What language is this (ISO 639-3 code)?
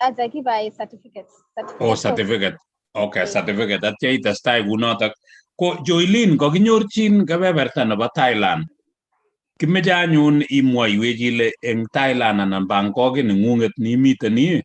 kln